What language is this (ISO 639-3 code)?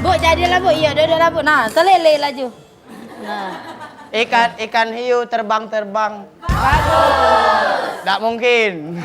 mui